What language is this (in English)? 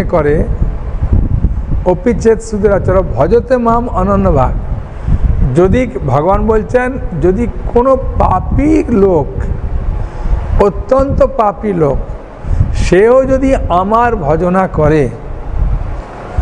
Bangla